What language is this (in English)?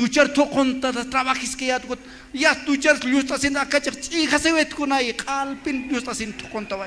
Aymara